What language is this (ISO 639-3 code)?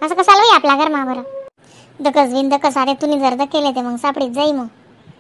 khn